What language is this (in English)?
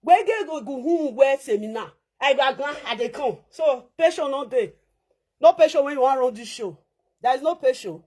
Nigerian Pidgin